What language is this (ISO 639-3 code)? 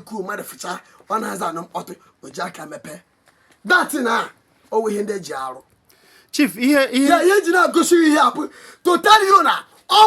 ibo